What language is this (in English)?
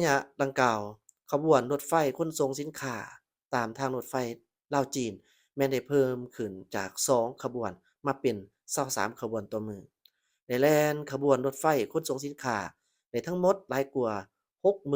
Lao